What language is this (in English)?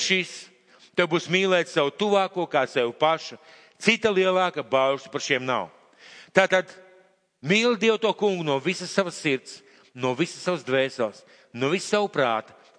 Latvian